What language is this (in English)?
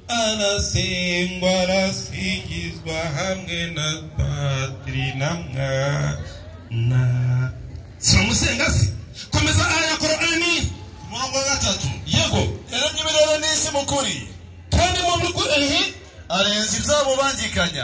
Kinyarwanda